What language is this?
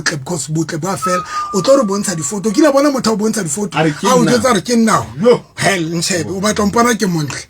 Southern Sotho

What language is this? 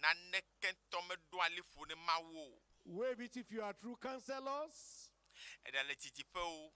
Ewe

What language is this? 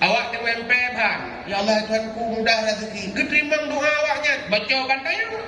Achinese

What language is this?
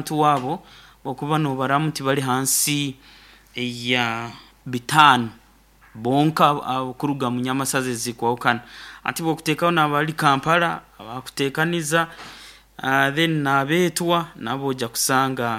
Nyoro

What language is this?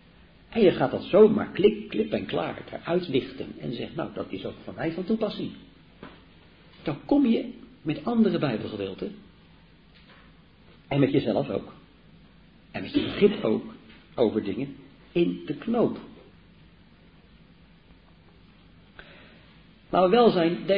Dutch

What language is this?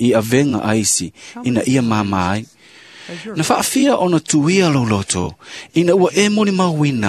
Samoan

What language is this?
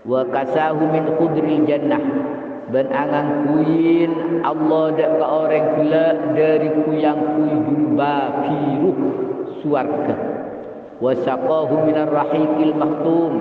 Madurese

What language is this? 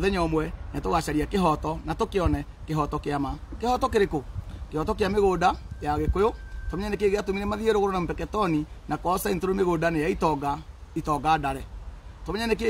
Kikuyu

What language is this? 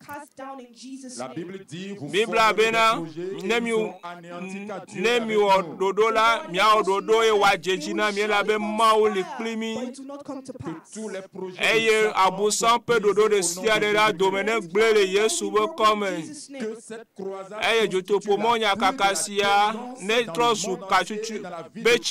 Ewe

